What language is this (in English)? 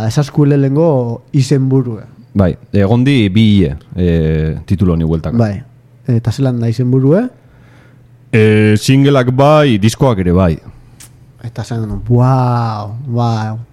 Basque